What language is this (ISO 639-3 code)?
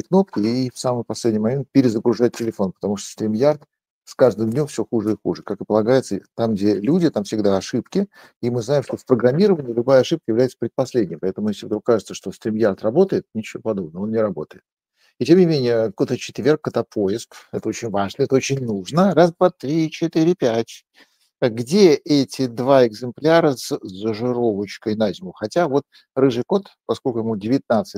rus